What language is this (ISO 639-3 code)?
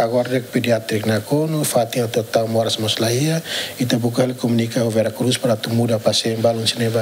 tet